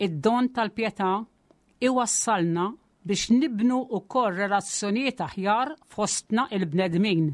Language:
Maltese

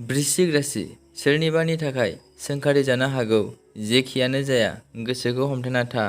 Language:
Bodo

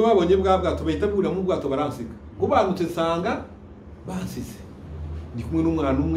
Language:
Kinyarwanda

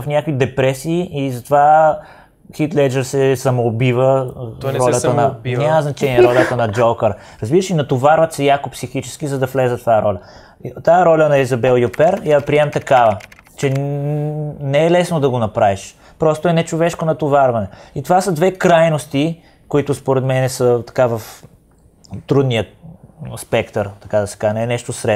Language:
Bulgarian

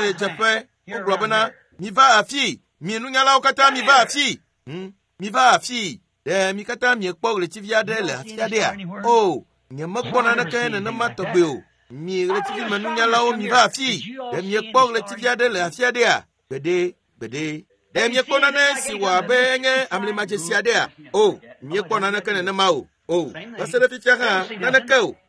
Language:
Ewe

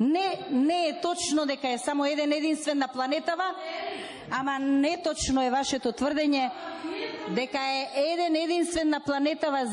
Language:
Macedonian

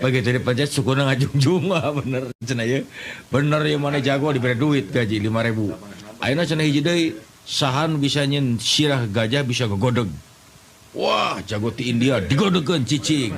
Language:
Sundanese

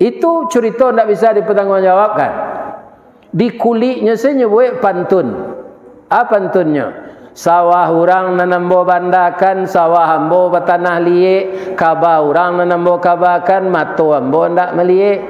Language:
Minangkabau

